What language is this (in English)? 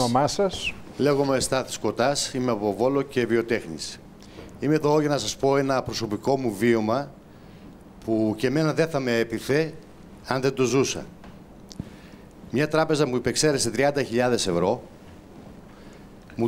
Greek